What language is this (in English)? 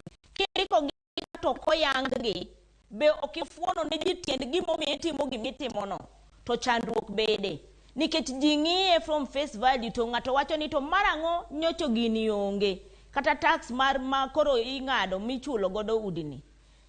Luo (Kenya and Tanzania)